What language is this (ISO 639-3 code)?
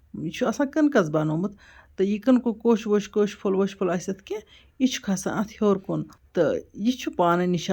kas